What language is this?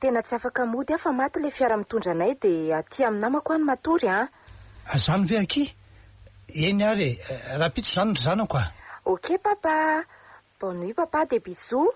Malagasy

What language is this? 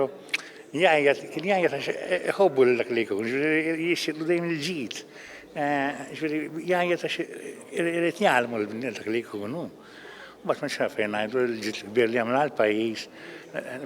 Maltese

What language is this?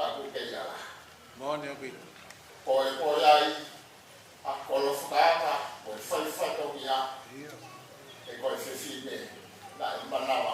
Tongan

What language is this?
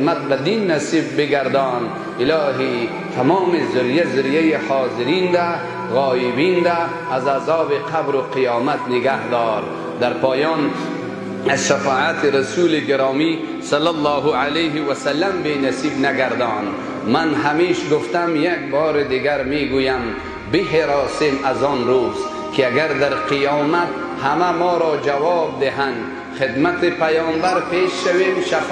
Persian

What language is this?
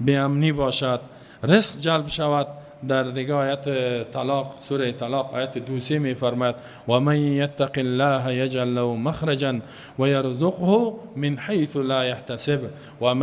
Persian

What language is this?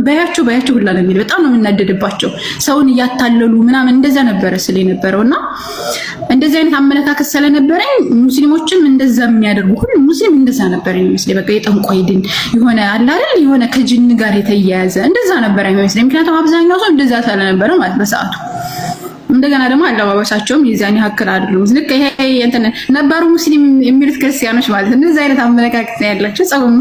Amharic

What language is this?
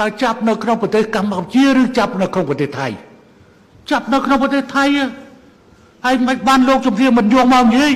Khmer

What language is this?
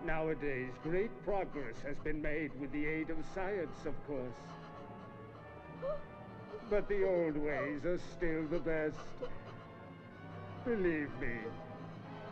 English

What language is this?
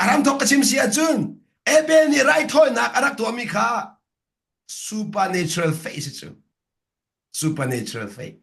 Hakha Chin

